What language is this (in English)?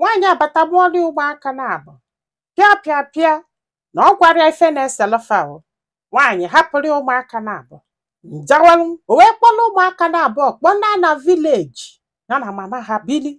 Igbo